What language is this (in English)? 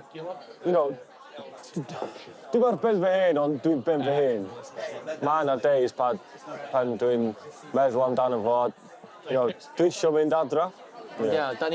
Welsh